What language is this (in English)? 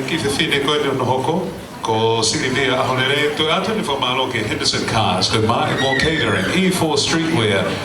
Tongan